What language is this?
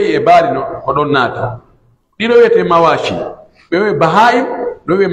Pular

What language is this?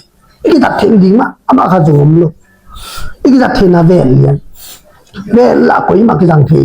Tedim Chin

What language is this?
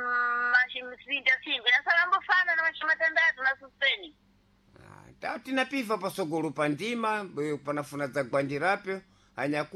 Sena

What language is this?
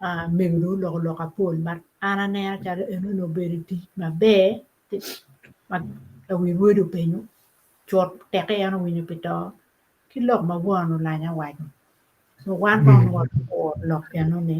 Acoli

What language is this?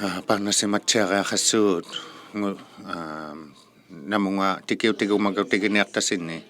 Inuktitut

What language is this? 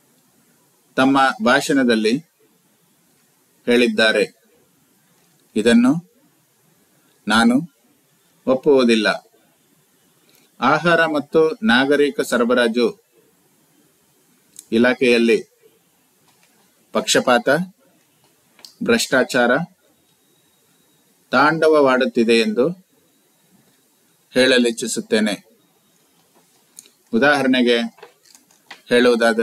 Kannada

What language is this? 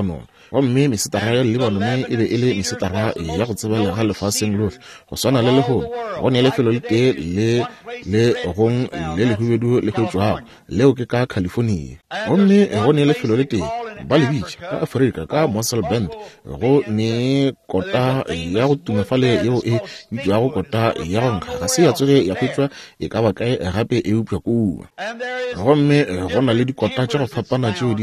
Northern Sotho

